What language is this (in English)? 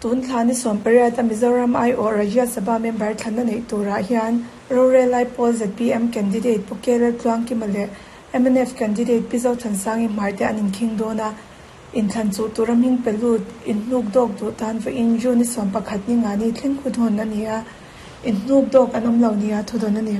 Mizo